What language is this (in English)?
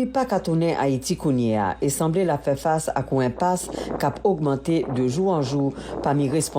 Haitian Creole